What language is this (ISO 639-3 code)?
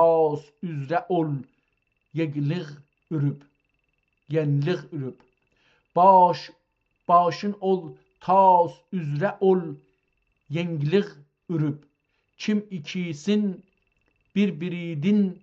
azb